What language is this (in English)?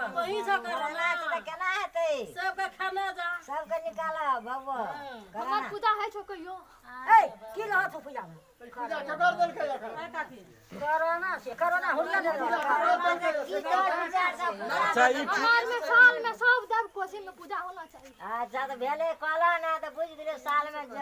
Maithili